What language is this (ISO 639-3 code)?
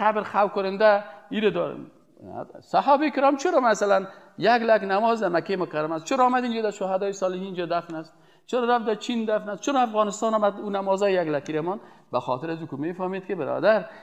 fas